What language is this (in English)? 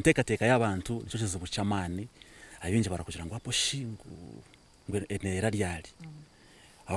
Nyankole